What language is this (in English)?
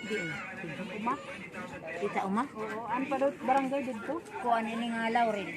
Waray